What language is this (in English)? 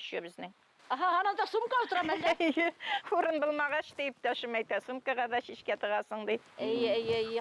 Bashkir